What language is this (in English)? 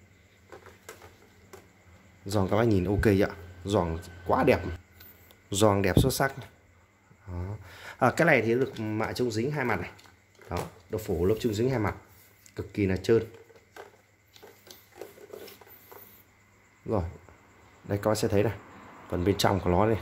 Vietnamese